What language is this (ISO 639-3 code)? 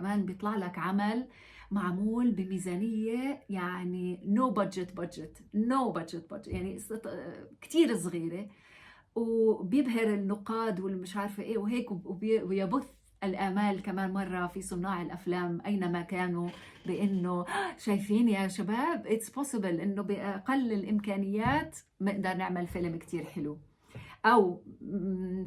apc